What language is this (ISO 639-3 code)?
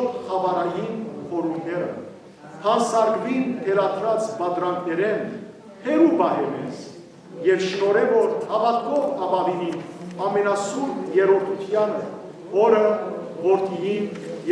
hyw